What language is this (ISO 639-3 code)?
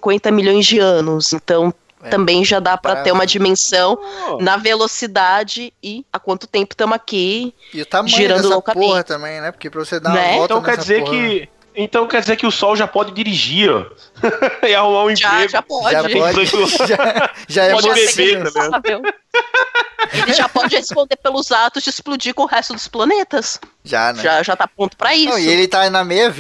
por